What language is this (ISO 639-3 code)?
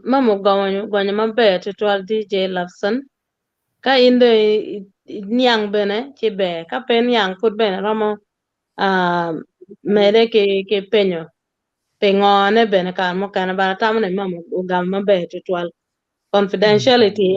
ach